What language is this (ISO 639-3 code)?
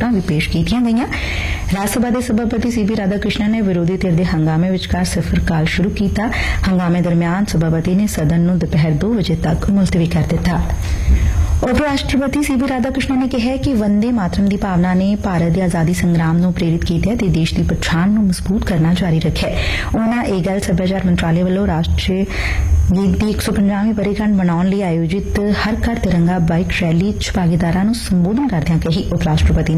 pan